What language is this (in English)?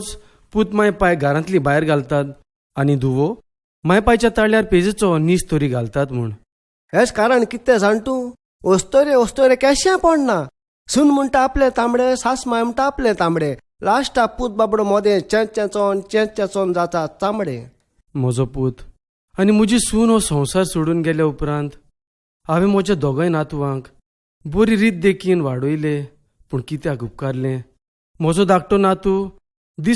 Konkani